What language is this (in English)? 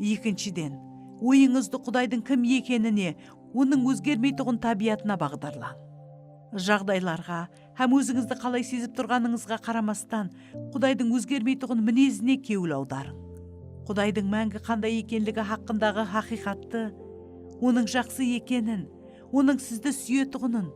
Kara-Kalpak